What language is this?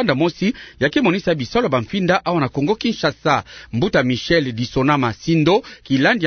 Kituba (Democratic Republic of Congo)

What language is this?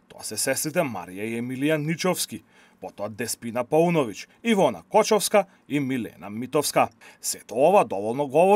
Macedonian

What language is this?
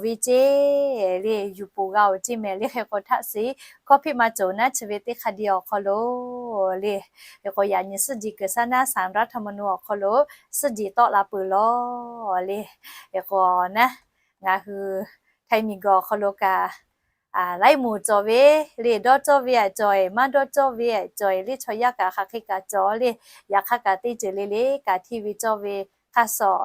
Lahu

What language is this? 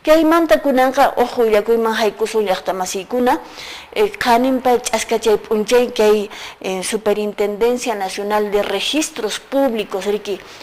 Quechua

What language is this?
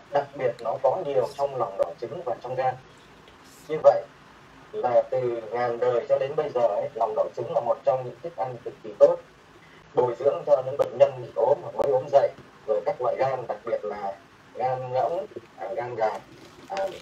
Vietnamese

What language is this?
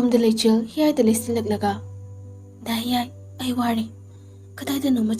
Manipuri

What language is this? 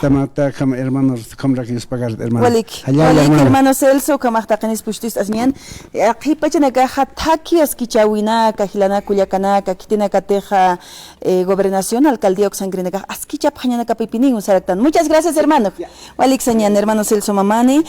Aymara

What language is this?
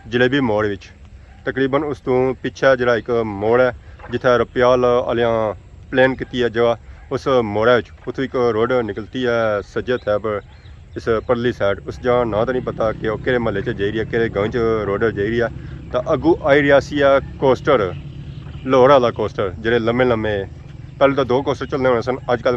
Pahari-Potwari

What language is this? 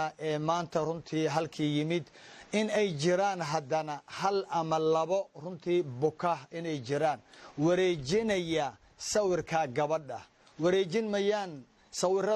Somali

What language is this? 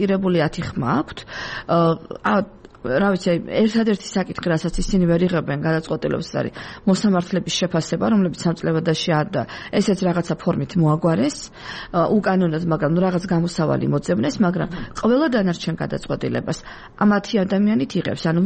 Georgian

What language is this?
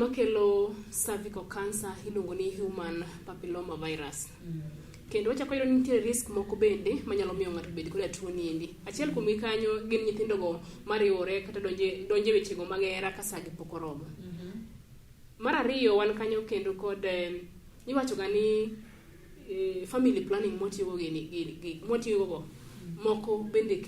Luo (Kenya and Tanzania)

